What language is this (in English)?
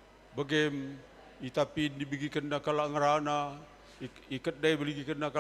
Batak Karo